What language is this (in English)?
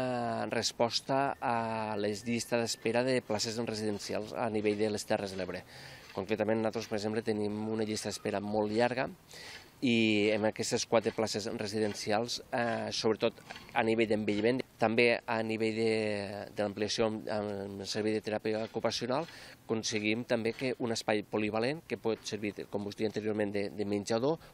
Catalan